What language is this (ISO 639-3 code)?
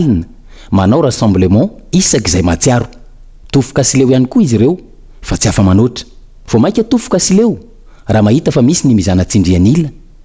mlg